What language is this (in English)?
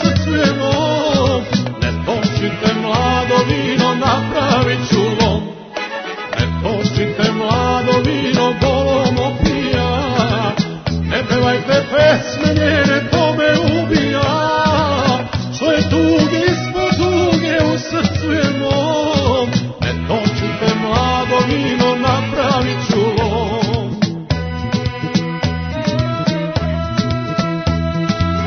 Serbian